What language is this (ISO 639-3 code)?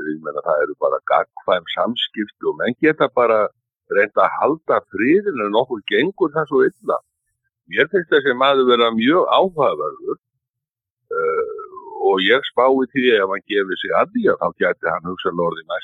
isl